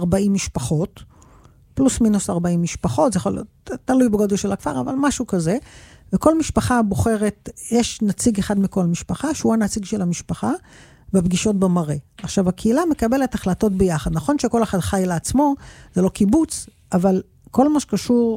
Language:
Hebrew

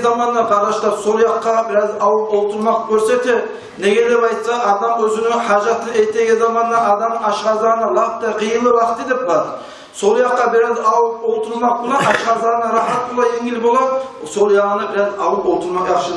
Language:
Kumyk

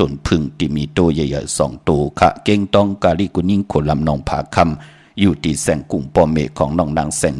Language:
Shan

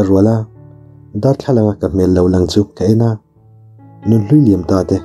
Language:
Mizo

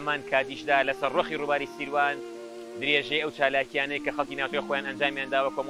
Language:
Central Kurdish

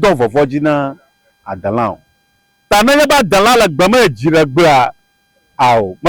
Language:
Ewe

